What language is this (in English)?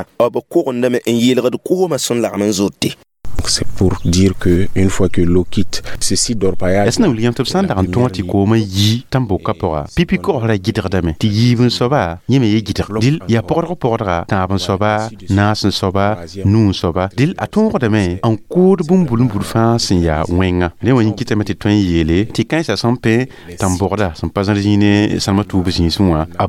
Mossi